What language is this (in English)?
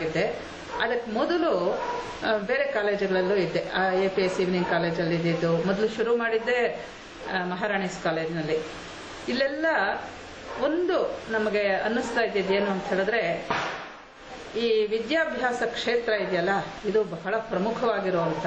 Kannada